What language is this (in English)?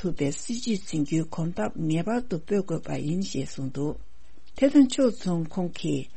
Tibetan